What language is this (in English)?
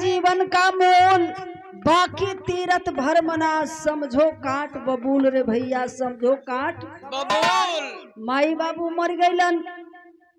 Bhojpuri